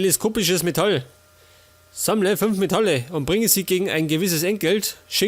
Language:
Bavarian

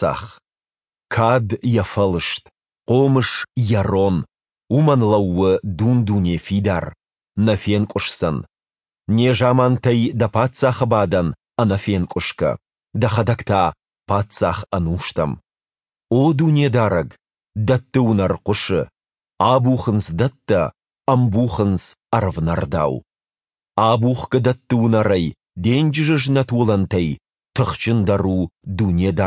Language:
Ossetic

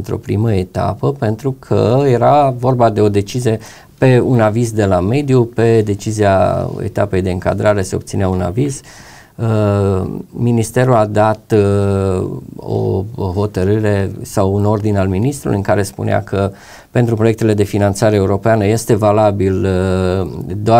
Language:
Romanian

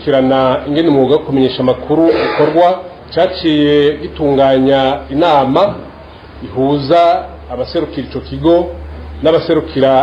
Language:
Rundi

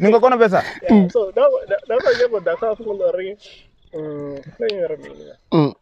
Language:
Venda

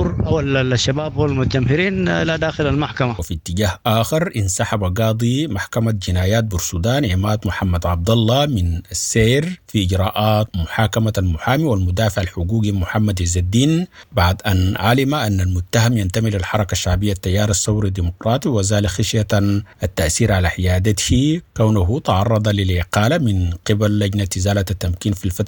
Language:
Sudanese Arabic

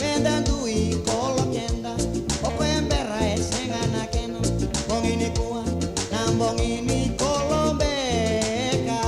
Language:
Fijian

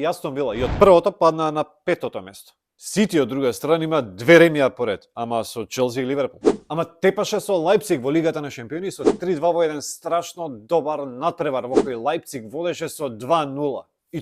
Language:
Macedonian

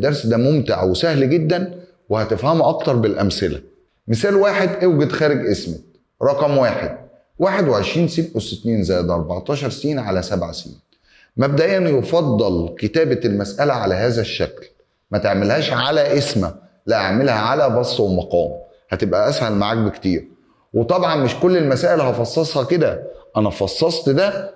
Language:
Egyptian Arabic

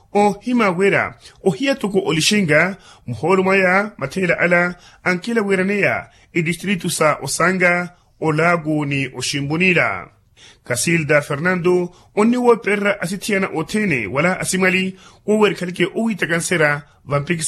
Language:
Makhuwa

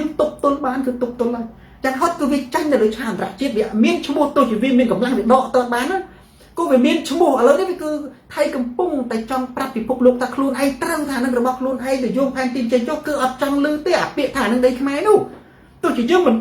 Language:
Khmer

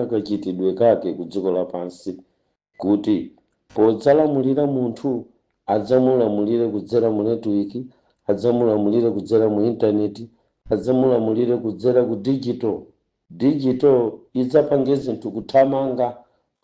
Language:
Nyanja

